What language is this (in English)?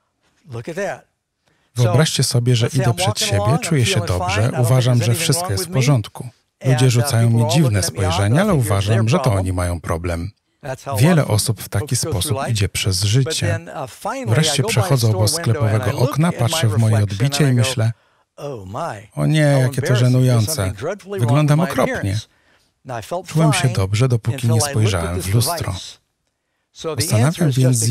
Polish